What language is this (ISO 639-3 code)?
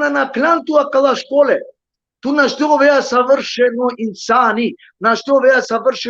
rmn